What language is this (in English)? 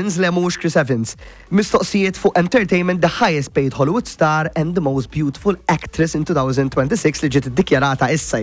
Maltese